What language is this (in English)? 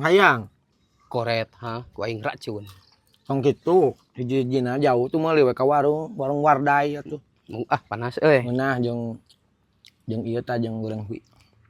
Sundanese